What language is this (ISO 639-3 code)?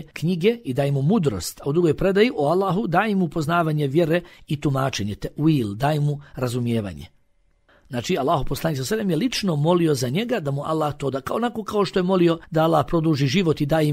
bos